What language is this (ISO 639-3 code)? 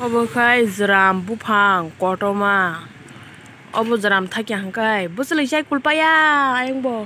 trp